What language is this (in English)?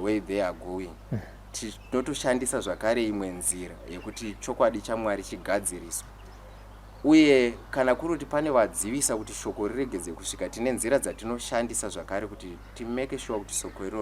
Shona